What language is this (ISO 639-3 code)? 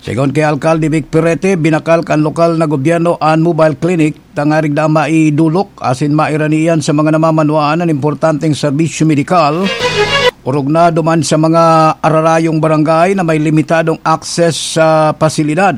bik